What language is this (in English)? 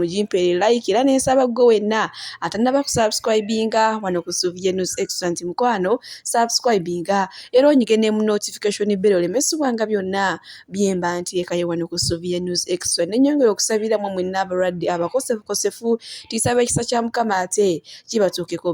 Ganda